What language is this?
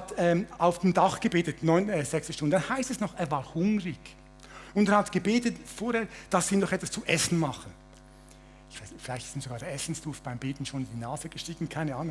Swiss German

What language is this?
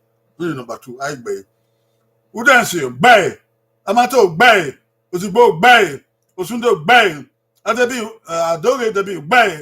Bini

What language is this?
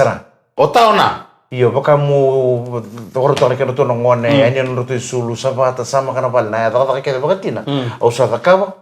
Fijian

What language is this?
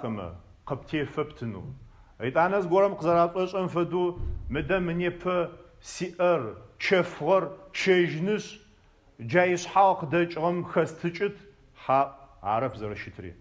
Adyghe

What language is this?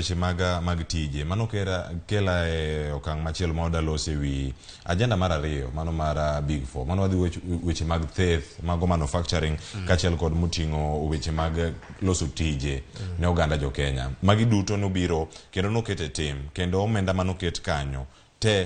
Luo (Kenya and Tanzania)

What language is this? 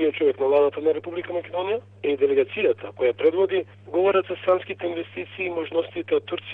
Macedonian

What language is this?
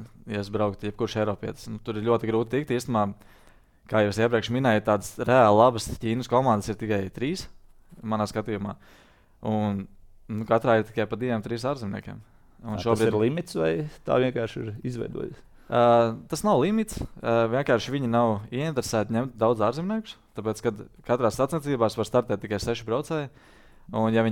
Latvian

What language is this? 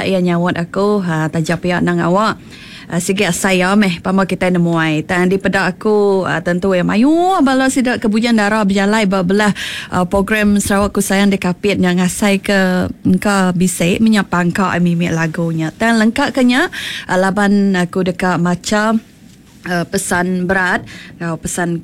Iban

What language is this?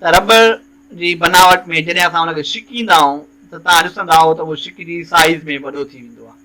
Sindhi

